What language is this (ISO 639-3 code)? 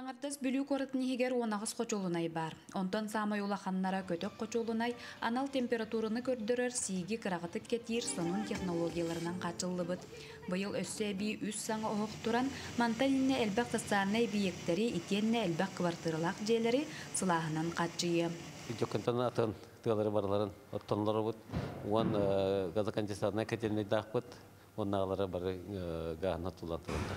sah